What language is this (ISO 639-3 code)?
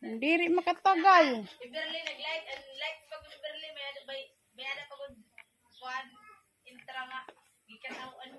war